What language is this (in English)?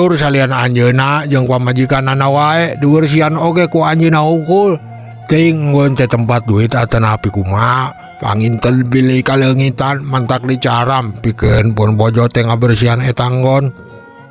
Sundanese